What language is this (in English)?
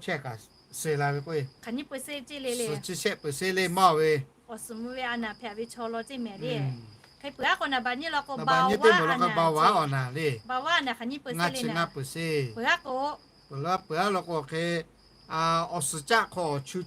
Lahu